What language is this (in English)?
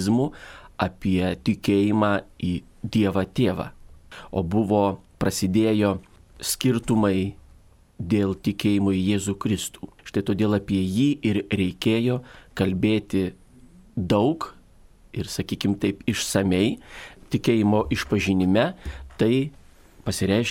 Lithuanian